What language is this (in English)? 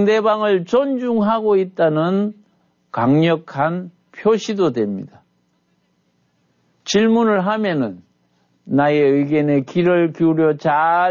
Korean